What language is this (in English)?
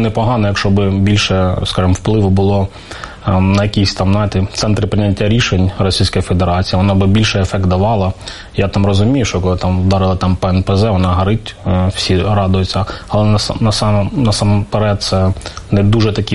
Ukrainian